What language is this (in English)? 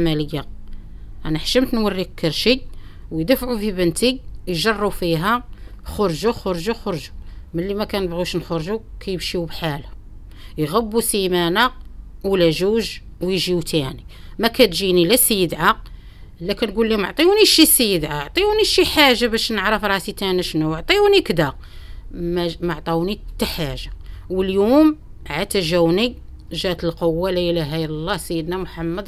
Moroccan Arabic